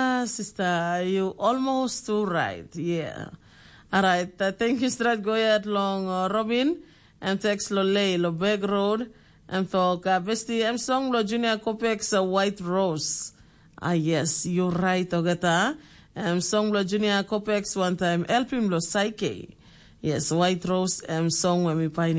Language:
Tok Pisin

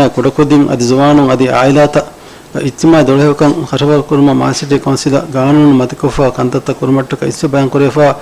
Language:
Divehi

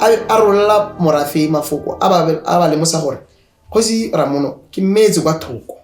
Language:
Tswana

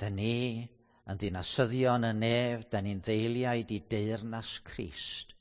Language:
Welsh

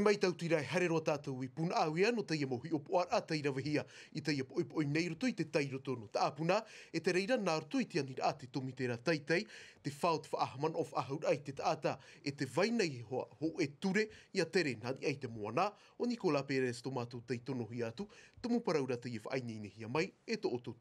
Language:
Tahitian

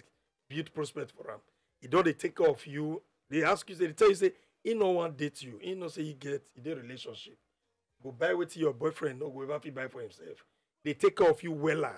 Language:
Nigerian Pidgin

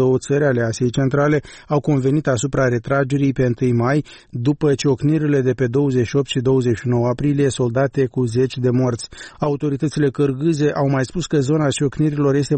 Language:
Romanian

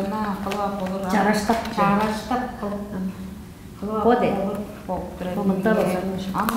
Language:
Tuvinian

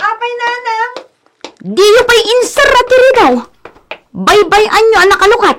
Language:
Iloko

